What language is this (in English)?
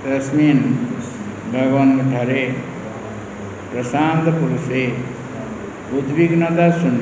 Odia